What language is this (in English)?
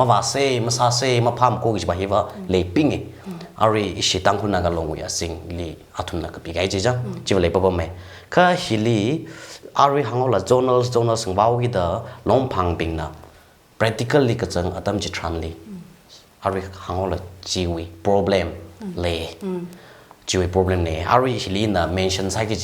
Tangkhul Naga (India)